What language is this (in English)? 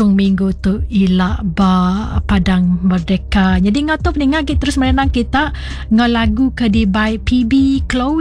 Iban